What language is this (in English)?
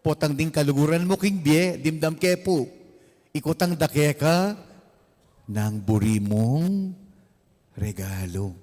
Pampanga